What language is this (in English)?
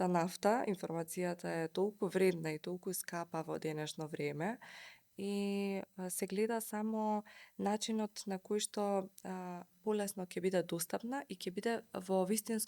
Macedonian